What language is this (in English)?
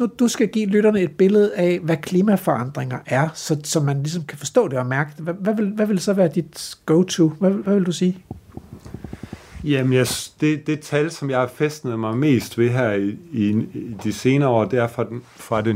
Danish